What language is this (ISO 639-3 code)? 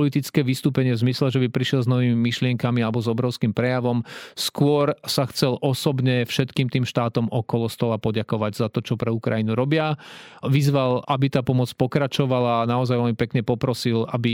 slk